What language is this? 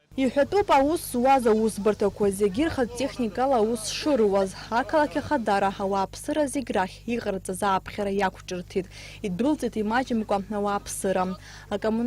Abkhazian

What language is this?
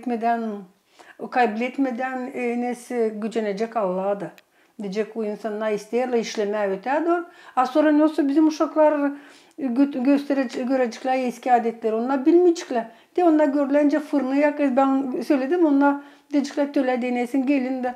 Gagauz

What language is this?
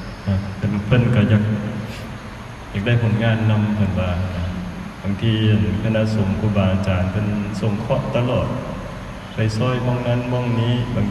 Lao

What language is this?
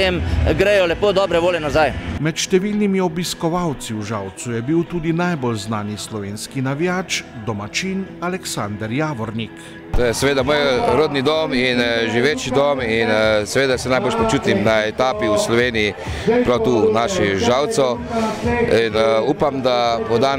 Slovenian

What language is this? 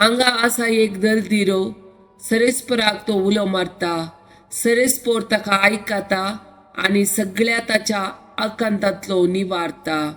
Konkani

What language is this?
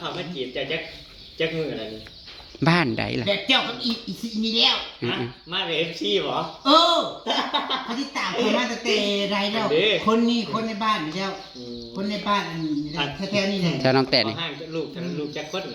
Northeastern Thai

